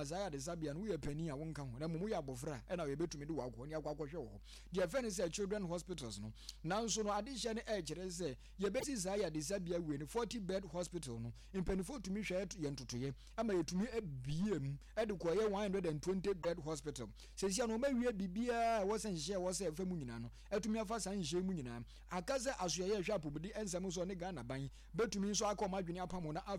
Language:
Akan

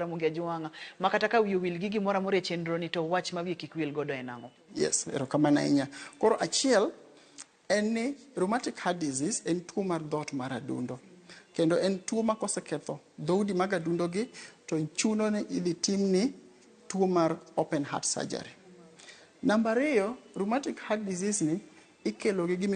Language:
Luo (Kenya and Tanzania)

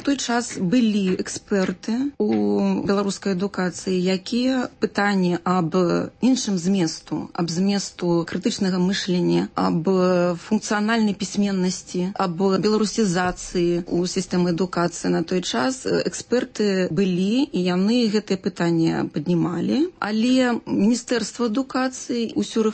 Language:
Belarusian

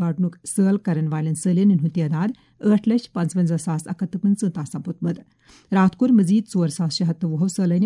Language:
Kashmiri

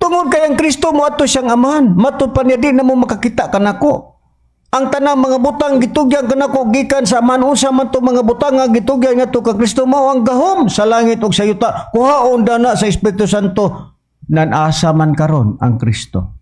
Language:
Cebuano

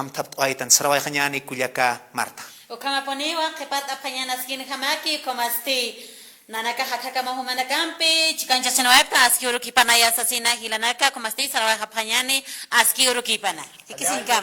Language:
Aymara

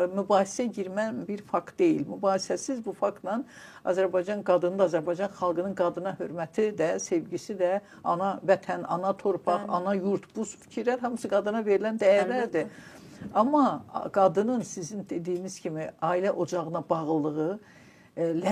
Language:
Azerbaijani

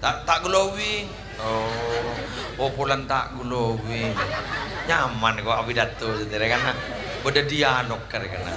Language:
Madurese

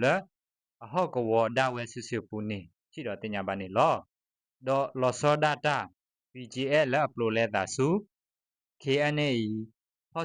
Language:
S'gaw Karen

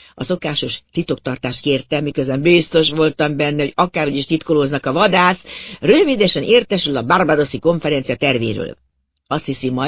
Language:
Hungarian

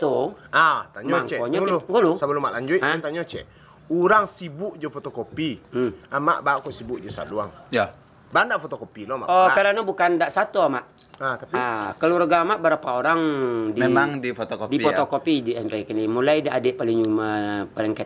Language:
Minangkabau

